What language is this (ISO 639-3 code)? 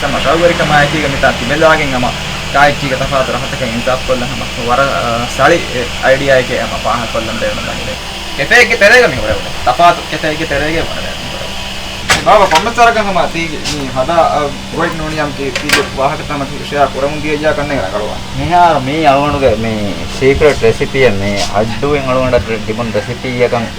div